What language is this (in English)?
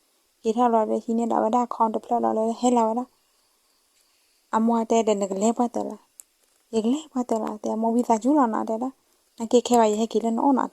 S'gaw Karen